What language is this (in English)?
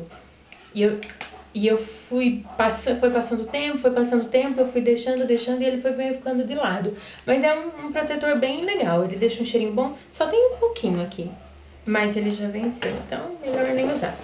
Portuguese